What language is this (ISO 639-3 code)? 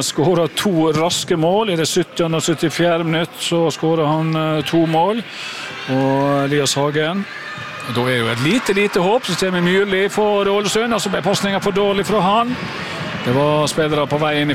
nor